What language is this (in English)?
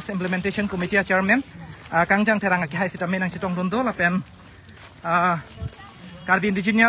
Karbi